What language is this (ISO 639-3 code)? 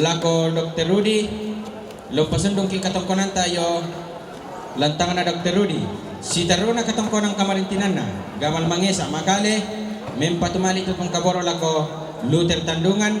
sda